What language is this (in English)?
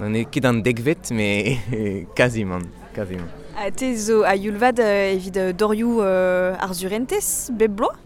Breton